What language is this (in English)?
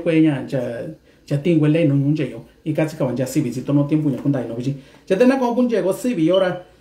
Mixtepec Mixtec